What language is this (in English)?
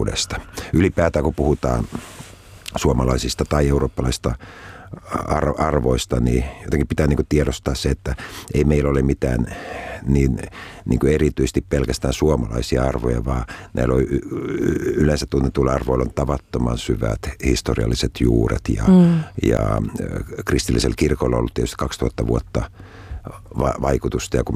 Finnish